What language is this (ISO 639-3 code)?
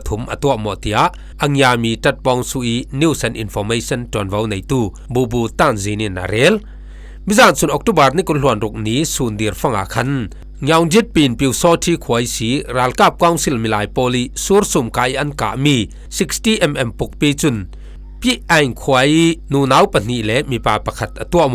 cfm